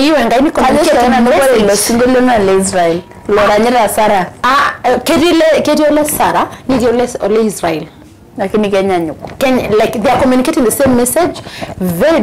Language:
Masai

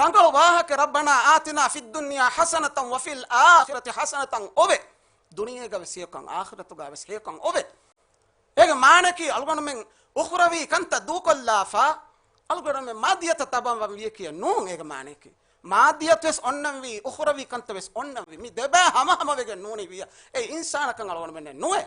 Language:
Divehi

